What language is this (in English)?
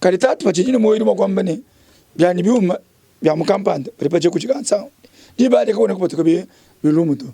Luba-Lulua